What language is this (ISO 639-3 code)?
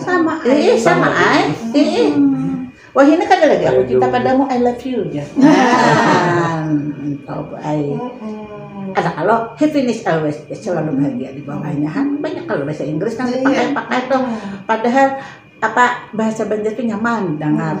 bjn